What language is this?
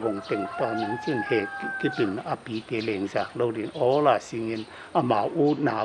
Paite Chin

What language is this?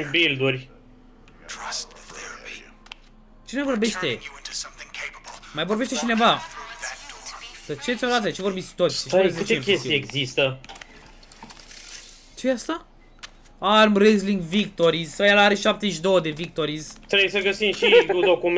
Romanian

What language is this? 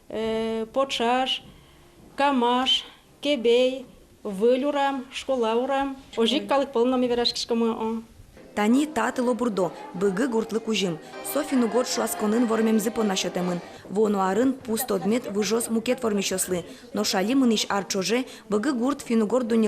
Udmurt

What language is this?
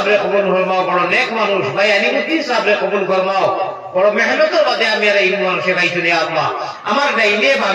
Sylheti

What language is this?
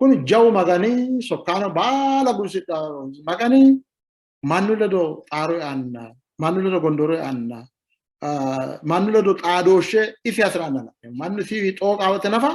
Sidamo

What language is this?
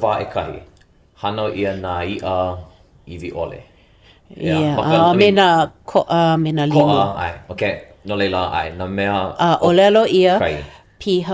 Hawaiian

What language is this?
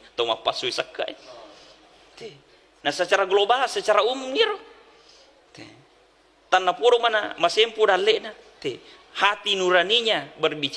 Buginese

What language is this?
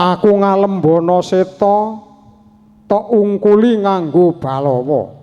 Javanese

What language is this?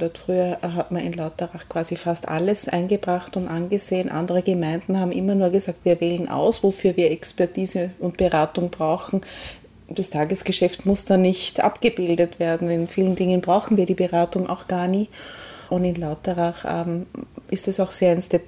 German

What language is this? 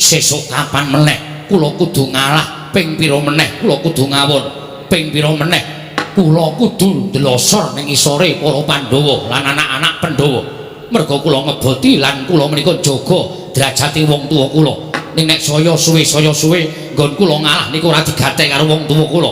Javanese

